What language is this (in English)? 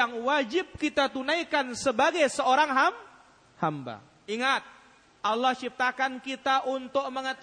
Indonesian